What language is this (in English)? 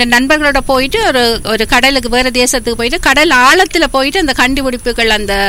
Tamil